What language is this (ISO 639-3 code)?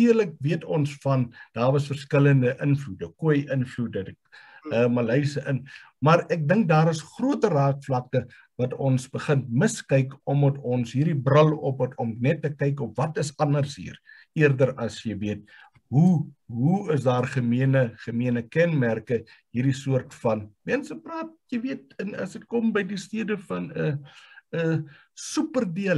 afr